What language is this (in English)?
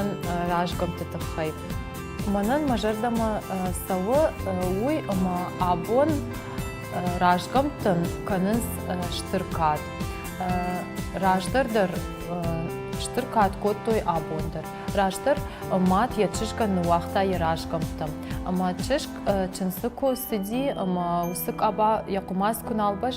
Ossetic